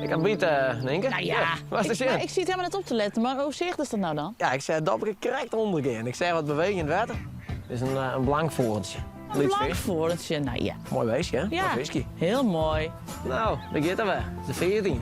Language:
Western Frisian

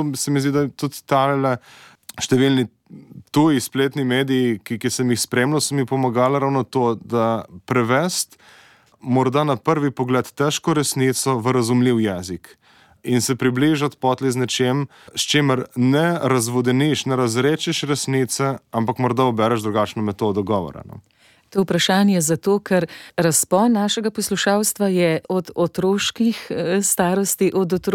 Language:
Slovenian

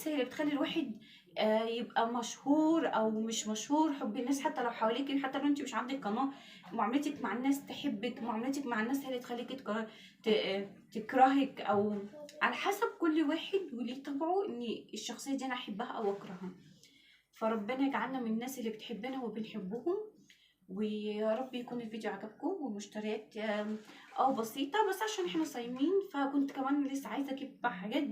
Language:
Egyptian Arabic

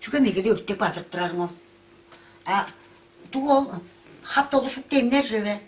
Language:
Tuvinian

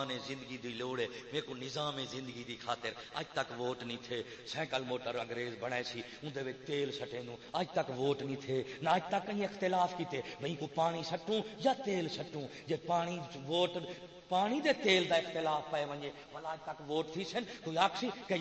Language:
Saraiki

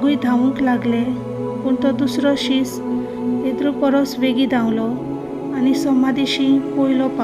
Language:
Konkani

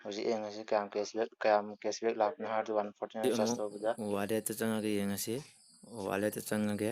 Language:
Manipuri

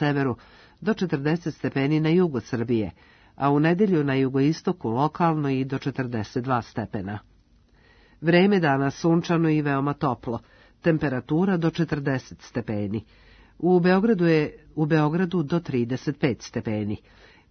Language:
Serbian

